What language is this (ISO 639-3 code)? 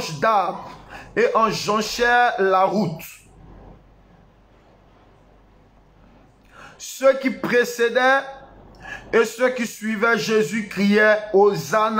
fra